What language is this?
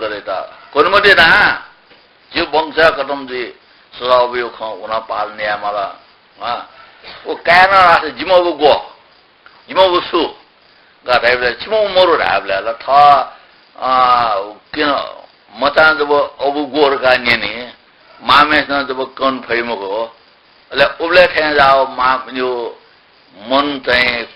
Newari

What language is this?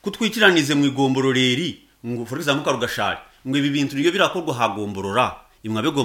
Nyankole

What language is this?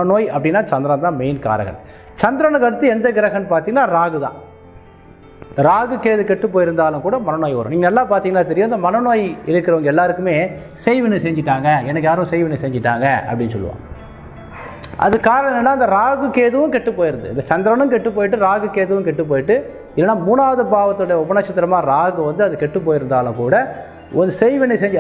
Tamil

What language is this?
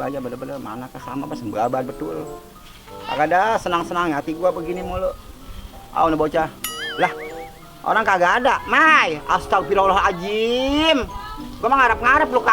Betawi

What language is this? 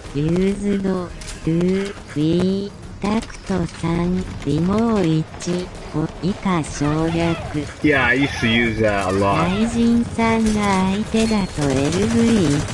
Japanese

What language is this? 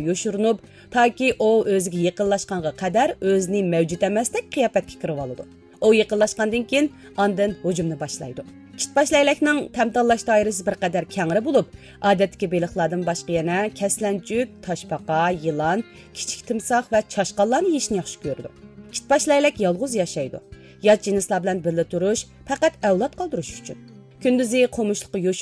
Uyghur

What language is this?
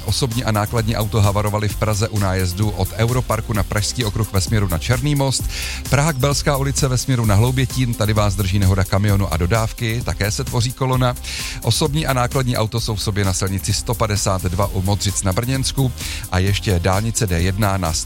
Czech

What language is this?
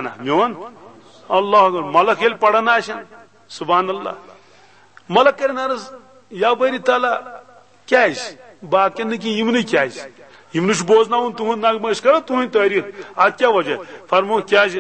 Kashmiri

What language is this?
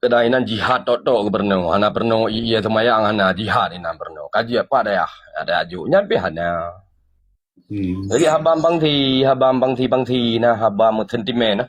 Achinese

